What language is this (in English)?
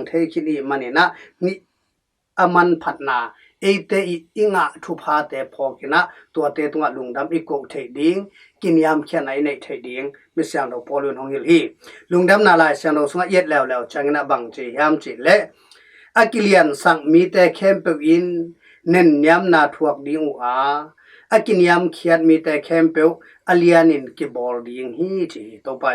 Tedim Chin